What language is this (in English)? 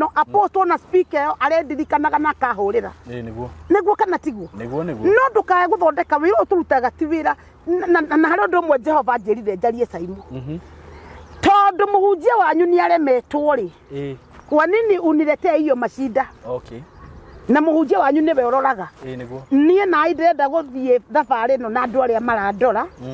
Kikuyu